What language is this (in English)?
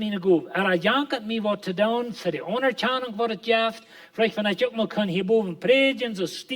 Plautdietsch